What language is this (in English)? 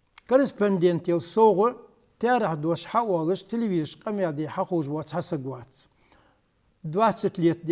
Ingush